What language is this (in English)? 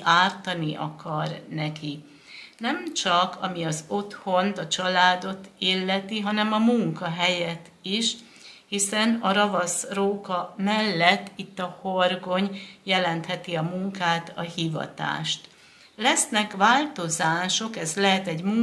Hungarian